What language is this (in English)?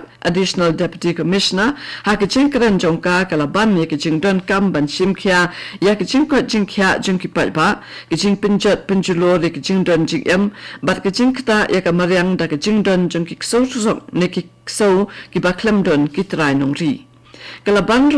Khasi